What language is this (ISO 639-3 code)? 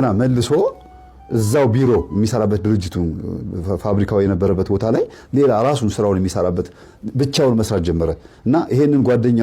amh